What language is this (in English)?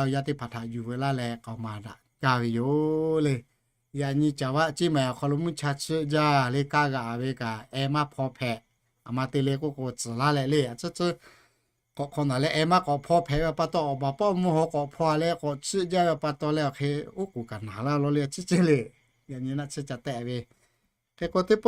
Lahu